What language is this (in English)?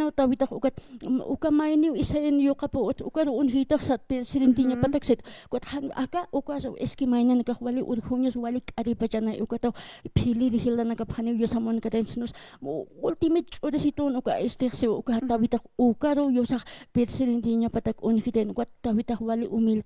Aymara